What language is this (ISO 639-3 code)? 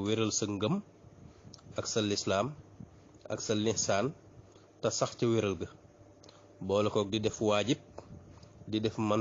wol